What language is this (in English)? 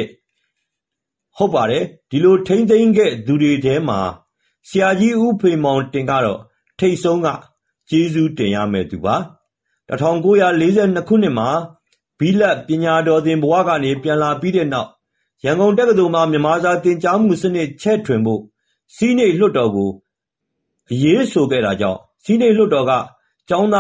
Burmese